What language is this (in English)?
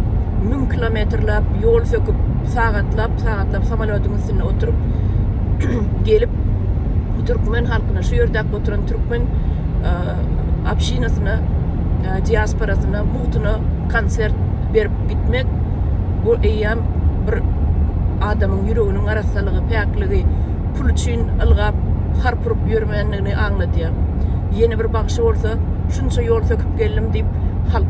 Turkmen